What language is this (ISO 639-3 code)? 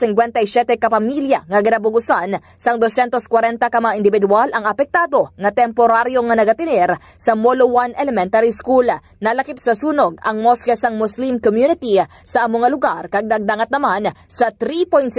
hil